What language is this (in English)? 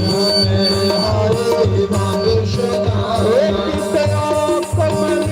Dogri